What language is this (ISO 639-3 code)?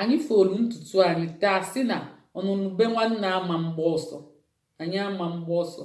ibo